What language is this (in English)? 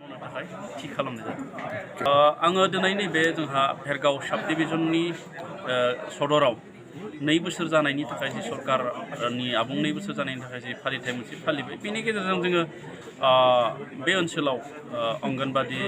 Bodo